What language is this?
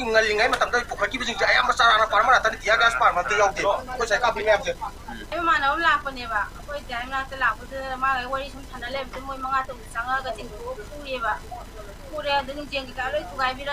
Manipuri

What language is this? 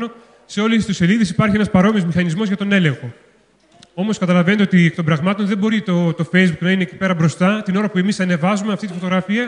Greek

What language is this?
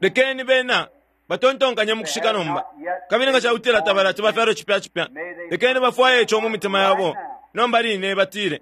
Bemba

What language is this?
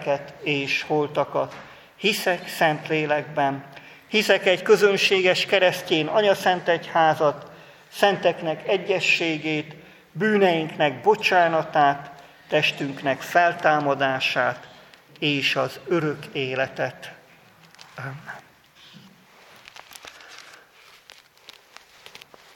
Hungarian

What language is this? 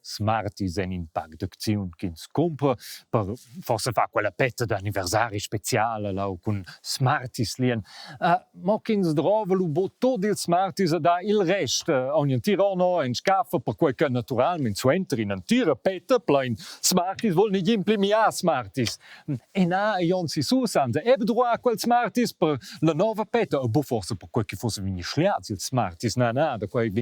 Romansh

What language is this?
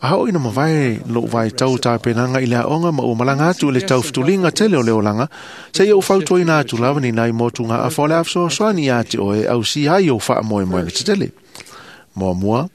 Samoan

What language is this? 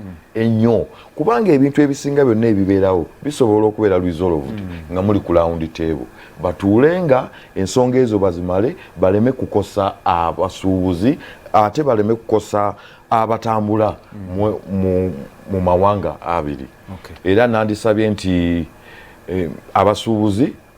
Ganda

